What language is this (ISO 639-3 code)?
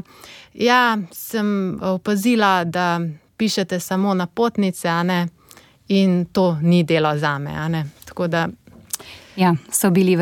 slv